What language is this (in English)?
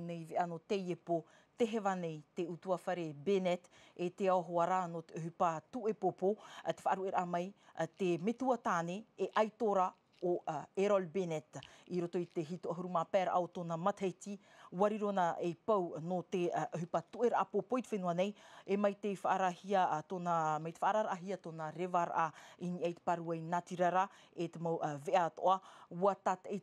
Tahitian